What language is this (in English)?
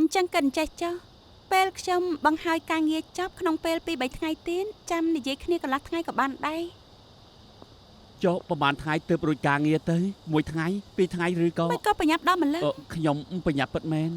Khmer